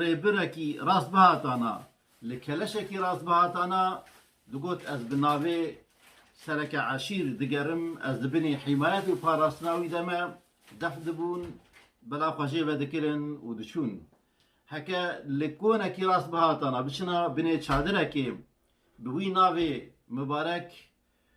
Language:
Kurdish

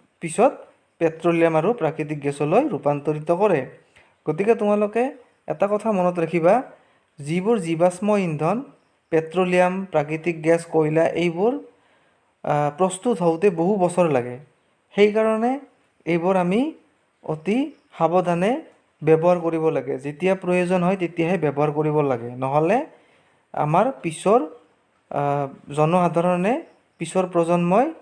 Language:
Assamese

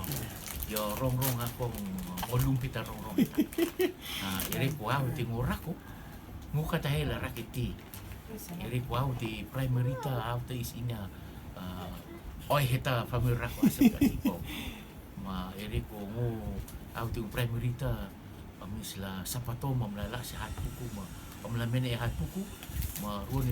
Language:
Rotuman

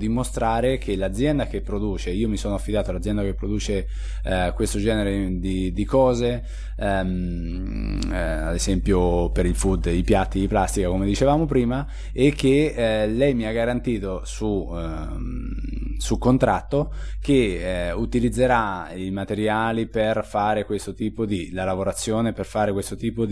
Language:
Italian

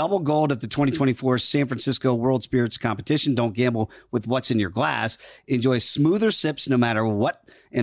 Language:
English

